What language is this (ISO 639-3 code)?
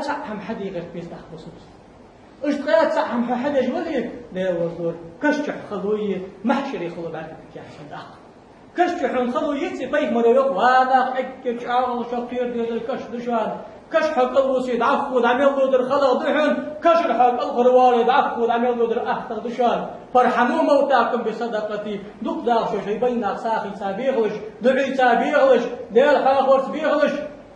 inh